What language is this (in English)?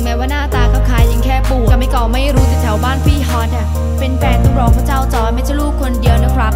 Thai